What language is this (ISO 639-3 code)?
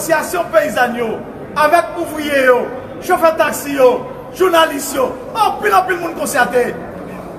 hat